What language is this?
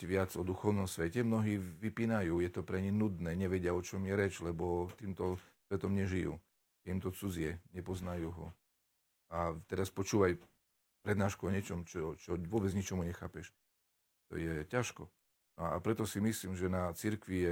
Slovak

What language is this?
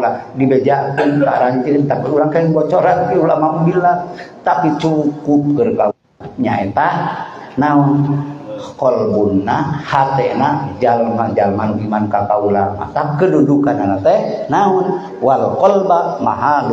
Sundanese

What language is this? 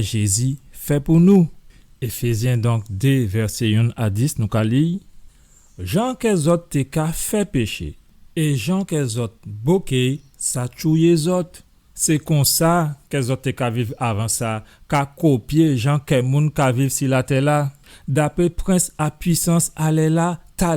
Guadeloupean Creole French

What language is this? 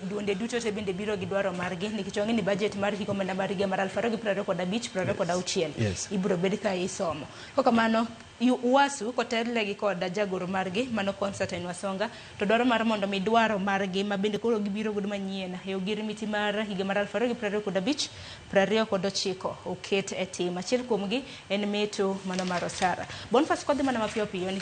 Luo (Kenya and Tanzania)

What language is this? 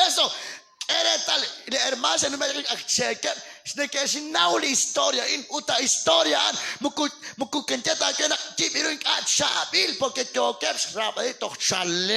Kekchí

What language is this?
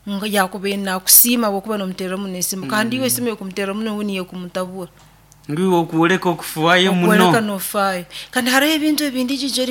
Nyoro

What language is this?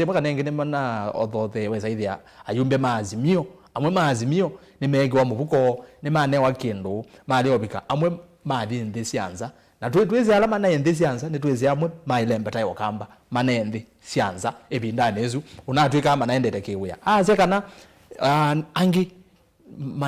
Kamba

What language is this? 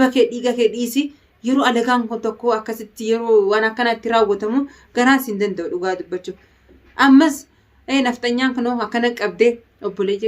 Oromo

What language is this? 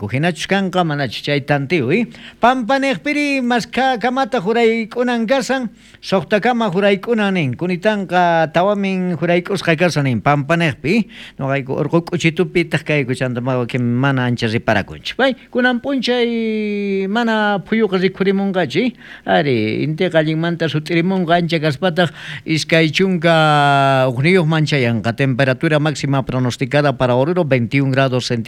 South Bolivian Quechua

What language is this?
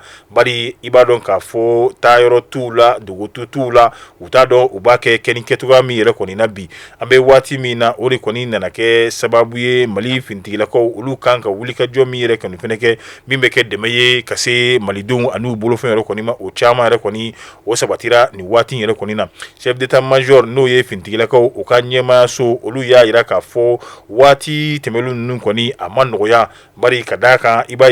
Bambara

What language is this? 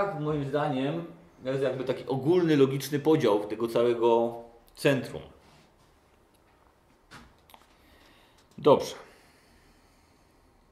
Polish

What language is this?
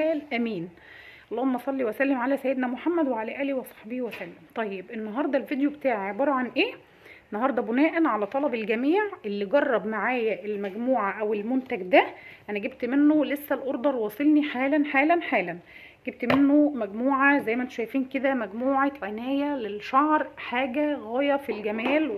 Egyptian Arabic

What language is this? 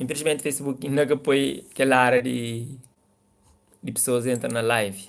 Kabuverdianu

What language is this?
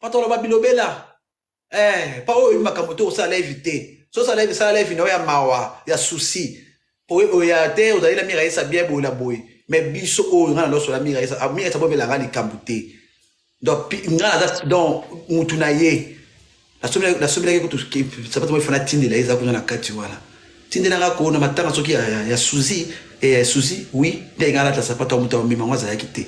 Lingala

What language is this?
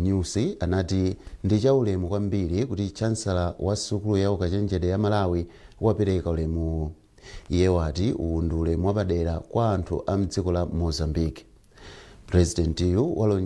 Nyanja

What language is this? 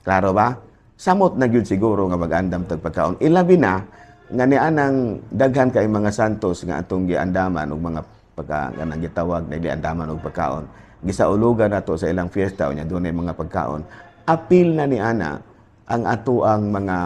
Cebuano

